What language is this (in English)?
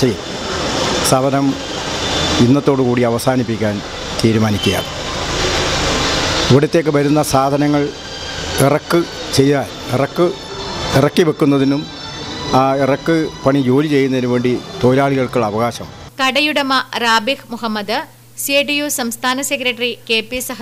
Malayalam